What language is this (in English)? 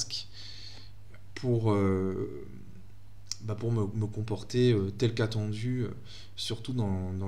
French